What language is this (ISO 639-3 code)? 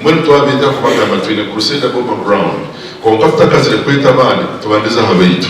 nyn